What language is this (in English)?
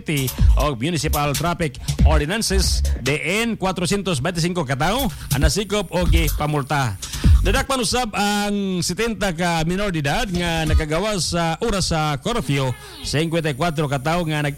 Cebuano